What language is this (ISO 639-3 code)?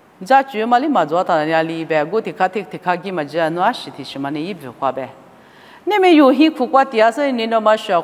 lis